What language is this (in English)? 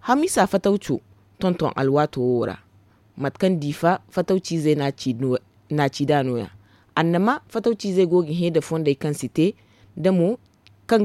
Zarma